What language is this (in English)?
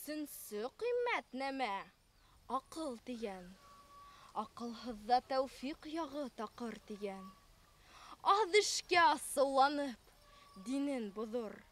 Bashkir